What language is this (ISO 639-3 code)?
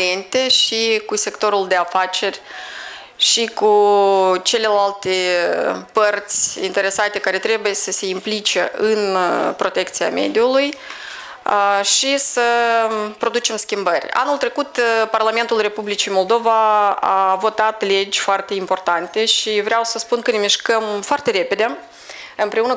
ron